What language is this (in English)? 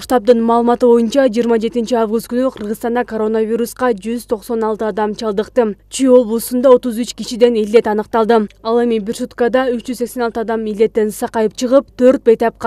Kyrgyz